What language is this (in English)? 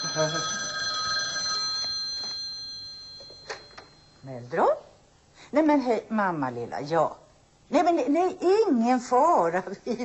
Swedish